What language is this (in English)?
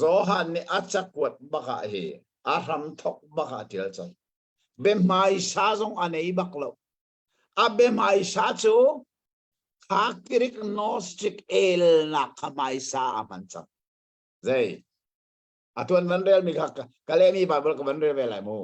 Hakha Chin